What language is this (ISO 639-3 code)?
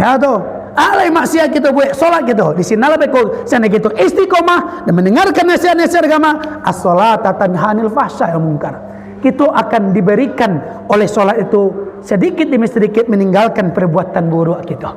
min